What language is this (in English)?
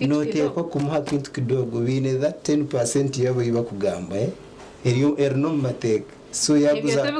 Nyankole